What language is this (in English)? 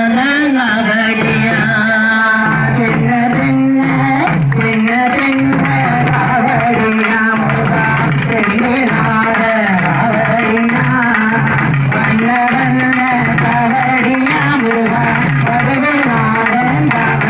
Tamil